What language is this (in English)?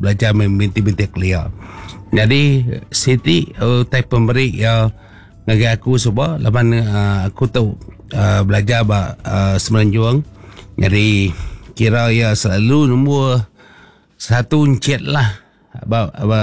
Iban